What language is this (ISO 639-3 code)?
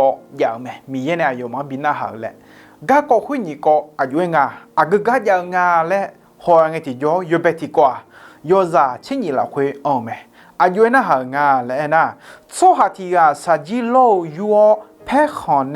ahk